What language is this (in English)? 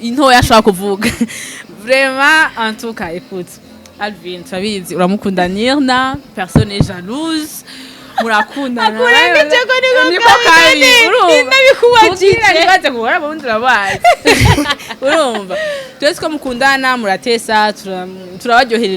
Rundi